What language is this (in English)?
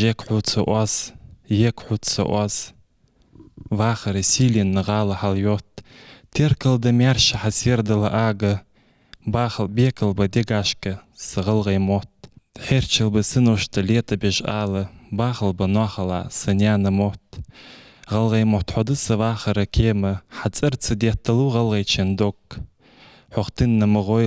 Ingush